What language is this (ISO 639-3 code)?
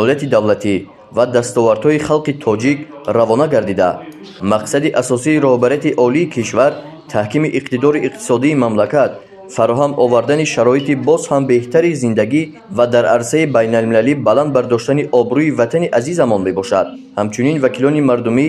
tgk